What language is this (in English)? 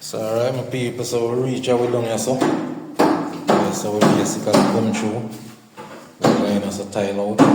Jamaican Creole English